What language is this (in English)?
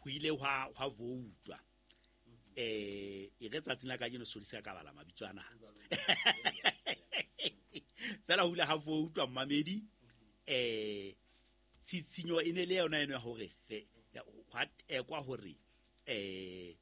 Southern Sotho